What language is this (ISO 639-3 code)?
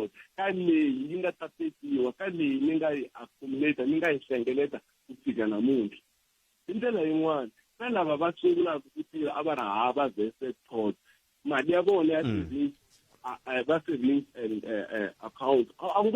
tso